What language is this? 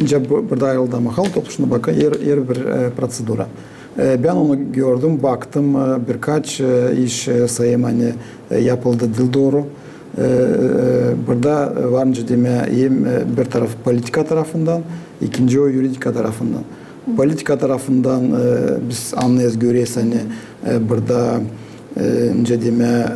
Gagauz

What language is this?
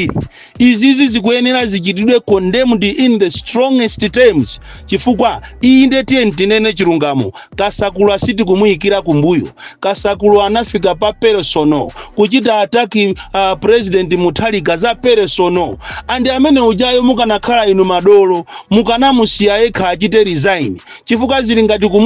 Nyanja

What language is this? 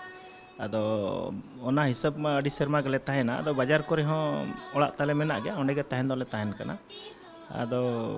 Santali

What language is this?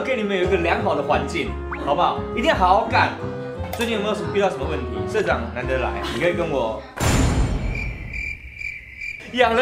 Chinese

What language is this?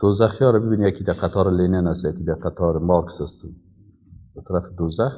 Persian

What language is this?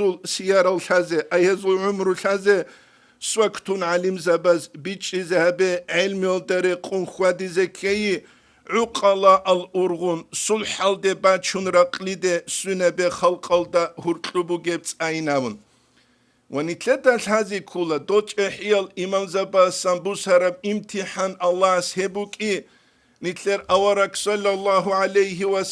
Avaric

